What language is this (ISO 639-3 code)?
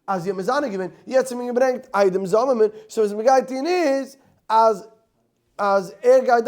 yid